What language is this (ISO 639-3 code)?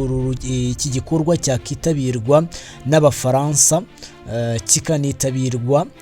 kin